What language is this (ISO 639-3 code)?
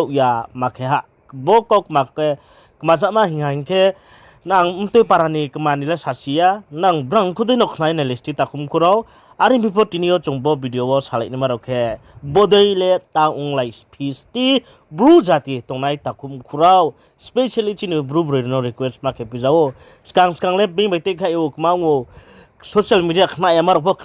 ria